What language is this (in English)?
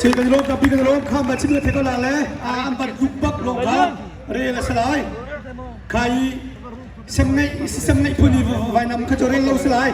Hakha Chin